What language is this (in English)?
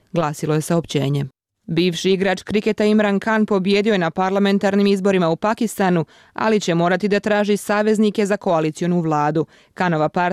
Bosnian